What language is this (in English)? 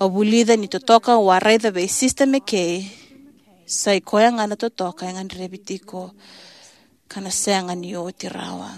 Fijian